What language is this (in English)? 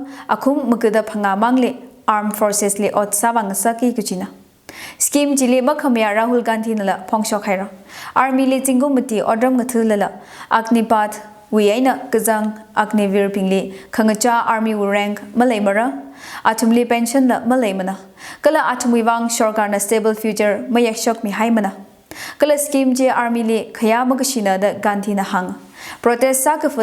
Tangkhul Naga (India)